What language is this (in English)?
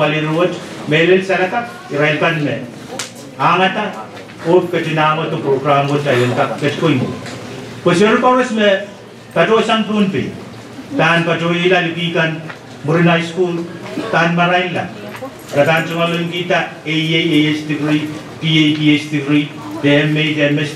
Pohnpeian